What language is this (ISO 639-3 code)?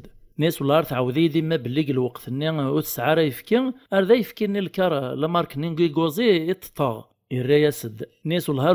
kab